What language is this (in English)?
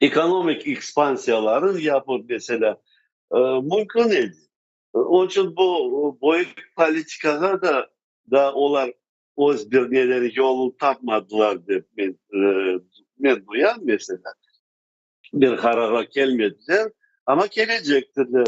Crimean Tatar